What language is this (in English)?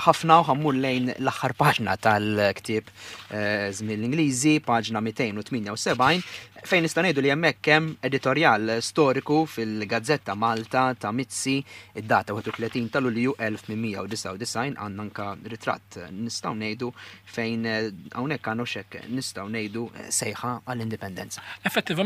Maltese